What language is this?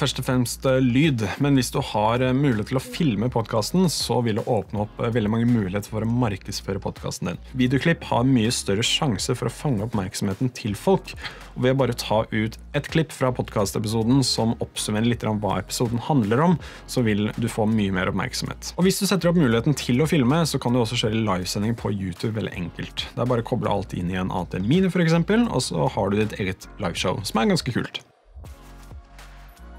Norwegian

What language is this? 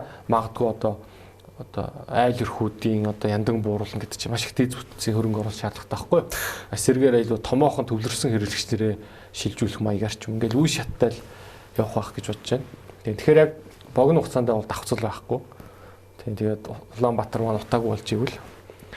Mongolian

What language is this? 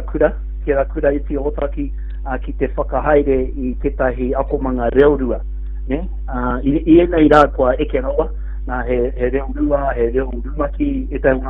Māori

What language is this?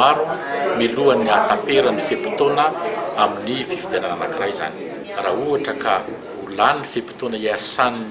Malagasy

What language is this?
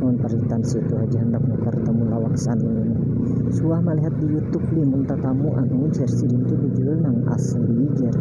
Banjar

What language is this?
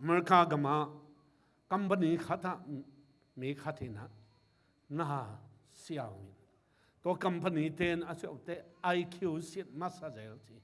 Tedim Chin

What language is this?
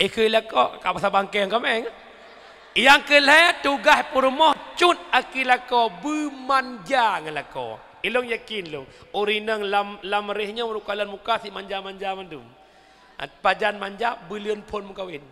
Achinese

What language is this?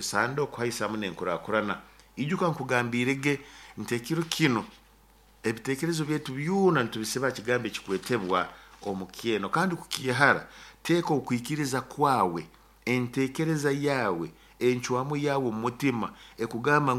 Nyoro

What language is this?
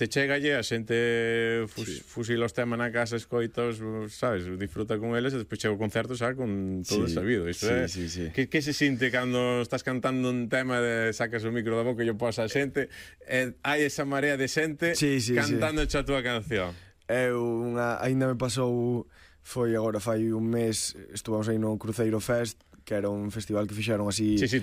Galician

